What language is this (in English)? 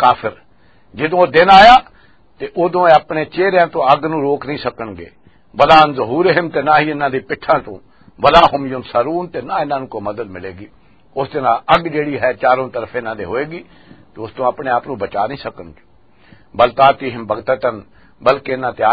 Western Panjabi